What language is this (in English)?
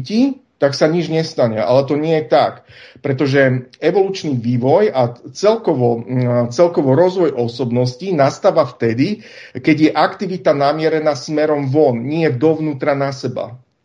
Slovak